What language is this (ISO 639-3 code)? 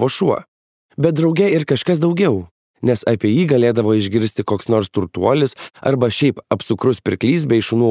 lit